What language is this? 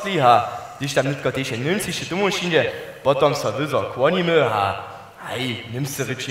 Upper Sorbian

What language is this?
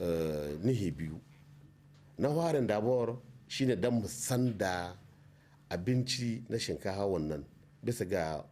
Hausa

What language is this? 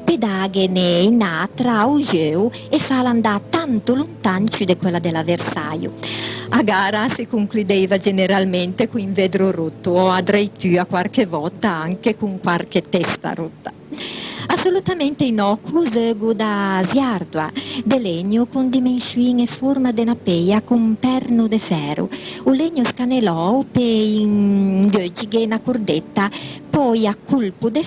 Ligurian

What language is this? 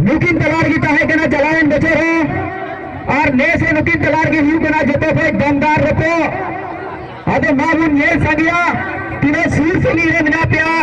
Santali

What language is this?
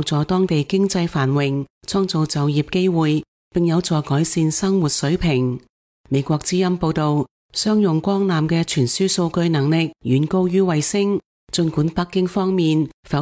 Cantonese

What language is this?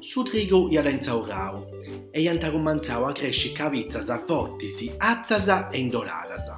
Sardinian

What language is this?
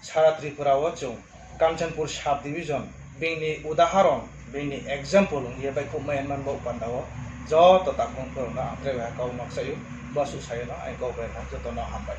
Riang (India)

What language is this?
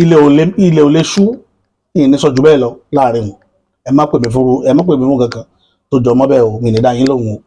Yoruba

